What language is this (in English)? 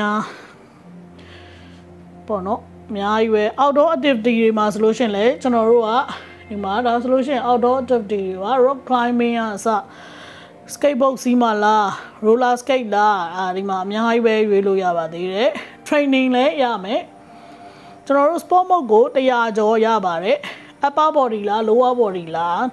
Burmese